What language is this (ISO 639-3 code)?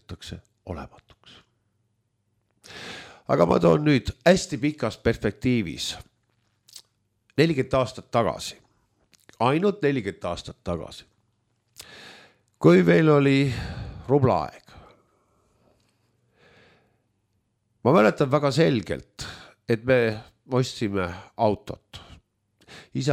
est